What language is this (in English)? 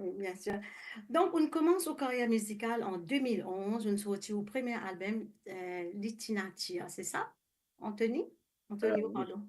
Morisyen